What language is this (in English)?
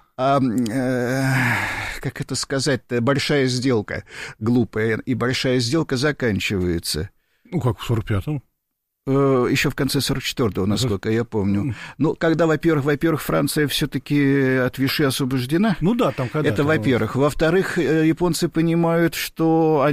Russian